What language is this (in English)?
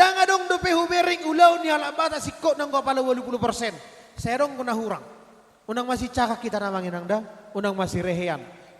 Batak Toba